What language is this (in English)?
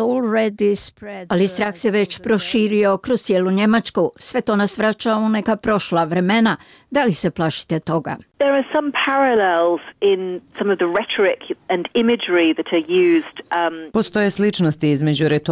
Bosnian